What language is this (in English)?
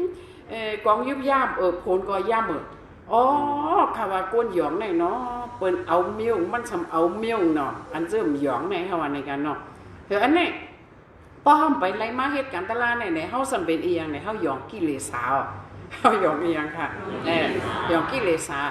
Shan